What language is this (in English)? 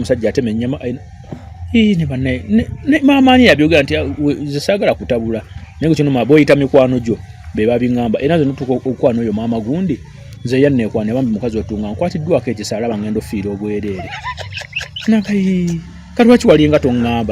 Ganda